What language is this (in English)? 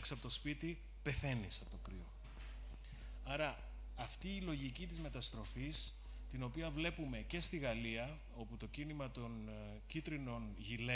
Greek